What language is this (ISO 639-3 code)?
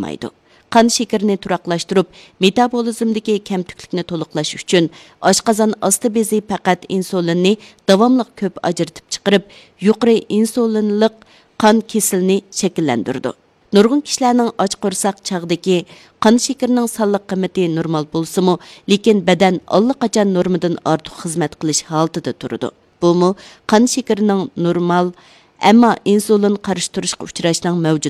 uig